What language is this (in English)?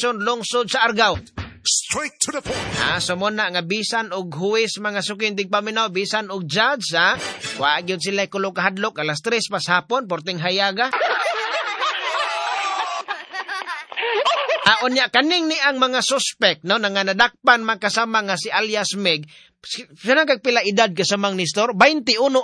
Cebuano